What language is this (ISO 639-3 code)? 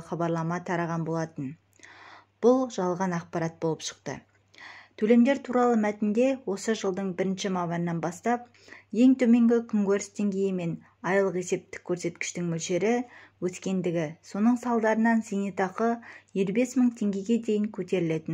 kaz